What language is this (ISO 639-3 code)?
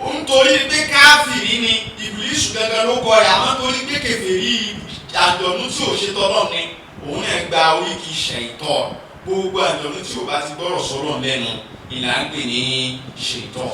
yor